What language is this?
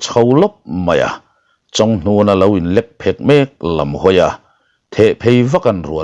Mizo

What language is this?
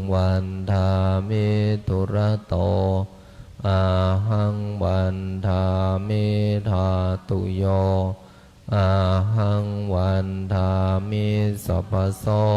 Pali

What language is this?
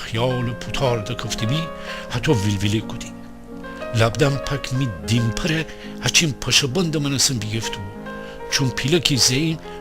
Gilaki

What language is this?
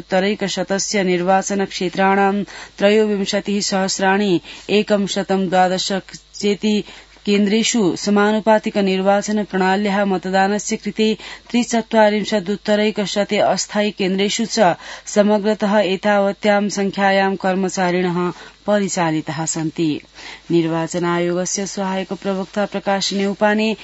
Sanskrit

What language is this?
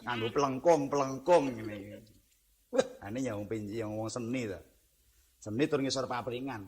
Javanese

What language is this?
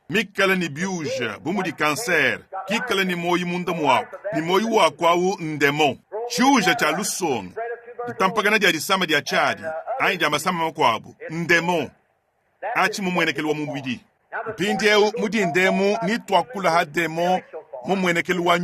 Luba-Lulua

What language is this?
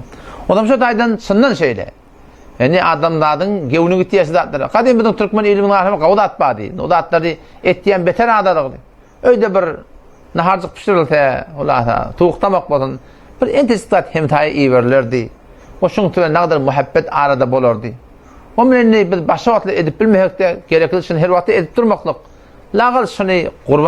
Turkmen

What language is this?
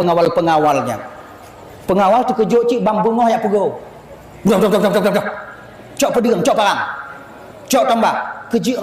Achinese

